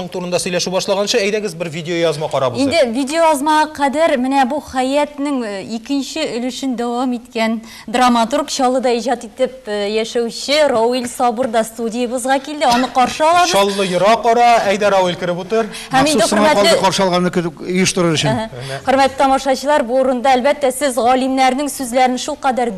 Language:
Tatar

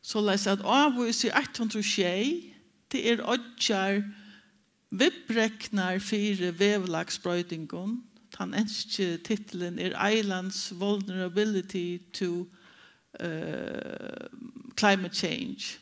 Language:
Faroese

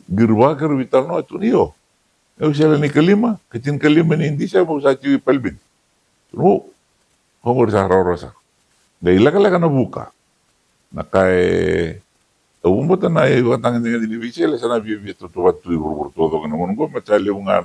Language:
Fijian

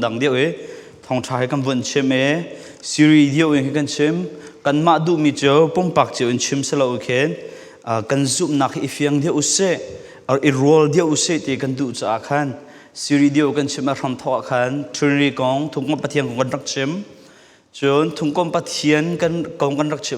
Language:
Falam Chin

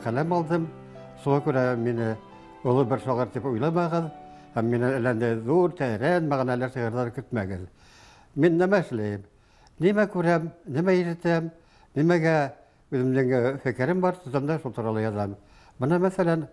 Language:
Bashkir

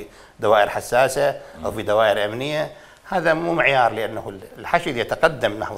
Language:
Mesopotamian Arabic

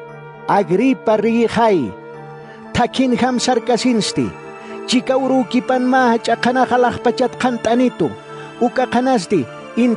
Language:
Aymara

